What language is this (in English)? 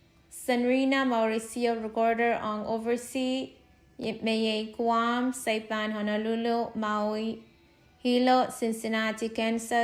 Pohnpeian